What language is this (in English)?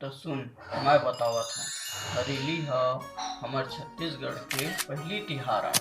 Chhattisgarhi